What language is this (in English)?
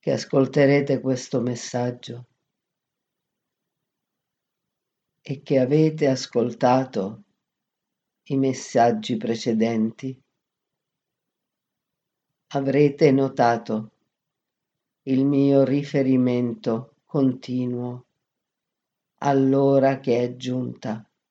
Italian